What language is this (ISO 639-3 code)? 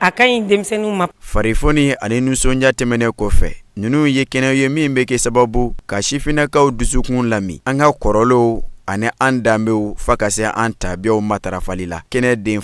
bam